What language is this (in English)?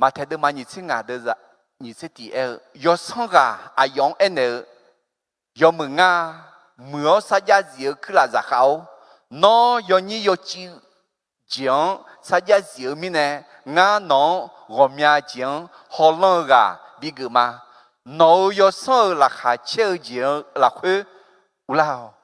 Akha